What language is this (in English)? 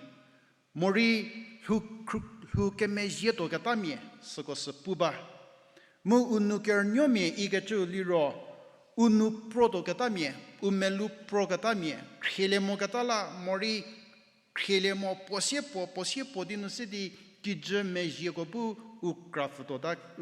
Angami Naga